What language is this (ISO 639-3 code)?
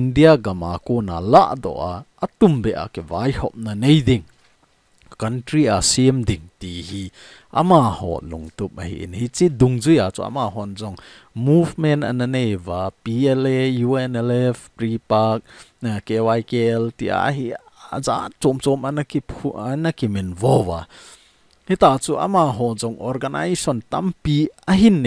tcz